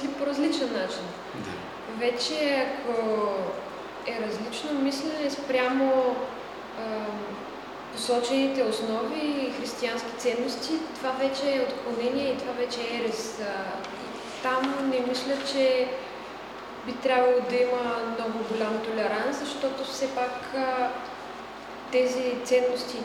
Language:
Bulgarian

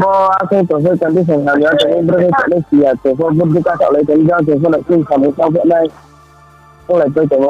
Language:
Riang (India)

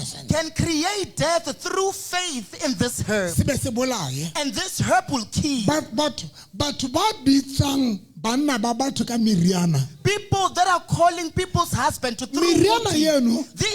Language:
Southern Sotho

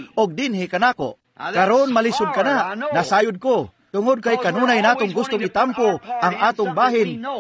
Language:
Cebuano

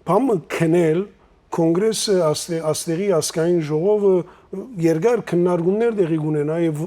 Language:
Western Armenian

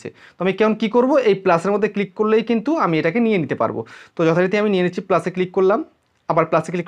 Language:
Bangla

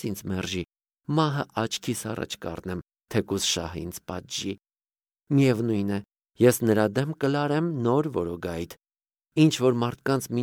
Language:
Armenian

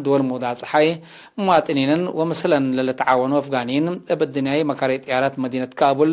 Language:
Tigre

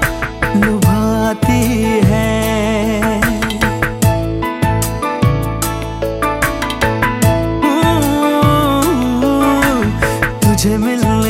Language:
Hindi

